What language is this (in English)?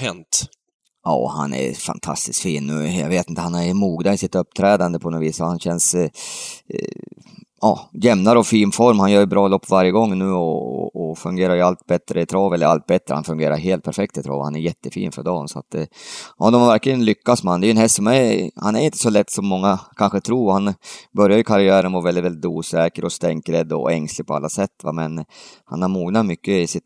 Swedish